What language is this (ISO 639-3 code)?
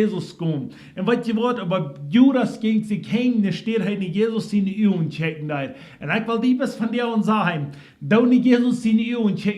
pdt